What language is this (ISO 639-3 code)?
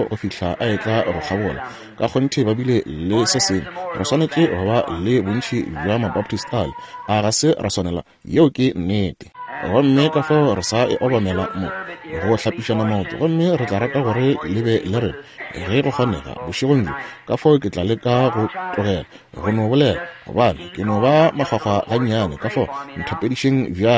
nso